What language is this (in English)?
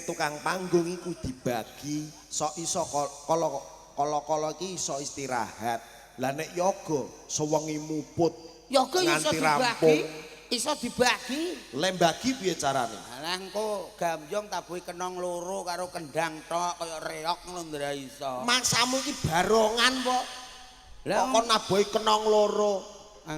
Javanese